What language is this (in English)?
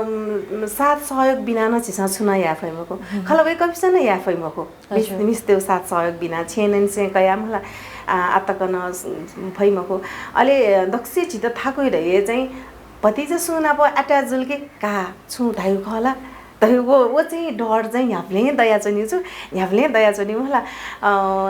Newari